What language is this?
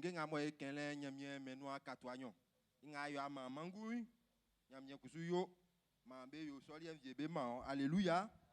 Baoulé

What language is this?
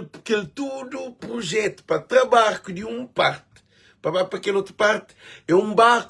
Kabuverdianu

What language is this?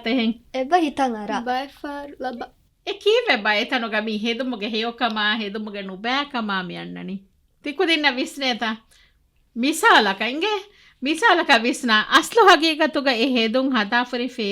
Divehi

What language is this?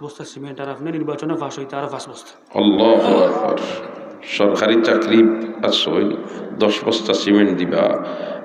Sylheti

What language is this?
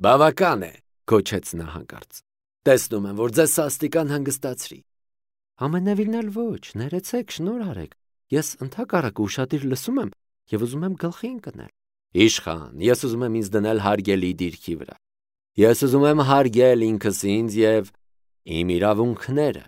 Armenian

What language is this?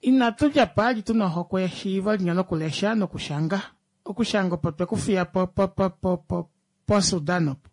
Kuanyama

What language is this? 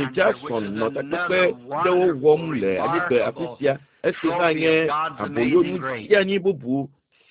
Ewe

